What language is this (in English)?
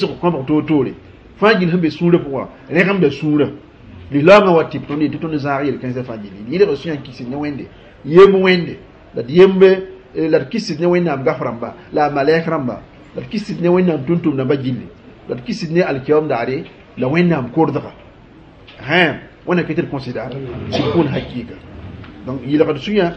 Mossi